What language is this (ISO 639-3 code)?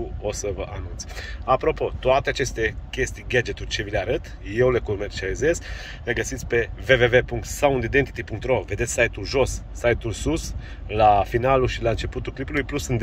ron